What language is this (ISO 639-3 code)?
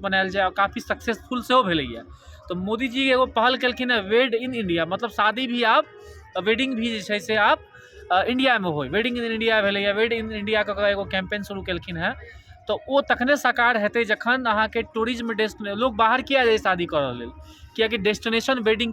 mai